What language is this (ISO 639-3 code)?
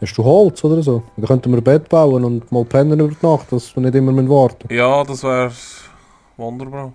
gsw